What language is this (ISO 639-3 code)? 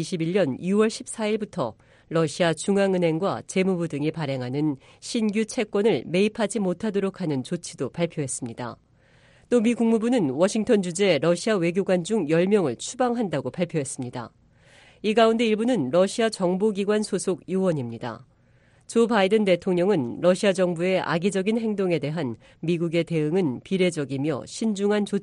kor